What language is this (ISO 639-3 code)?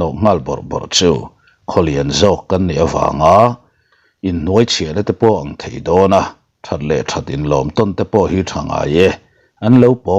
lus